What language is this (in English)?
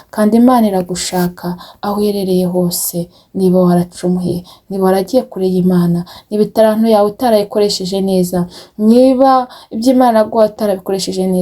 Kinyarwanda